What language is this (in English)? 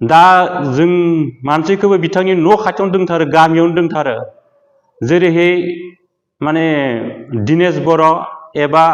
Bodo